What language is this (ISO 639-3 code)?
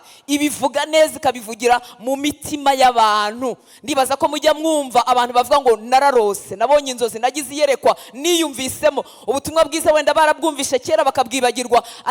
kin